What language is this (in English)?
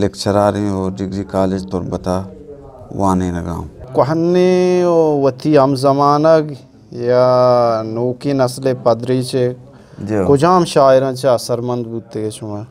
Eastern Balochi